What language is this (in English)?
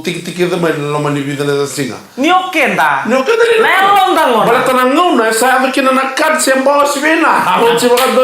Fijian